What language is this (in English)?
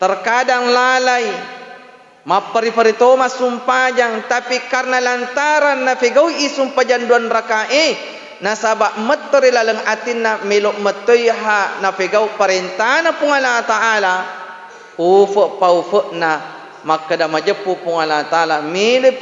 Buginese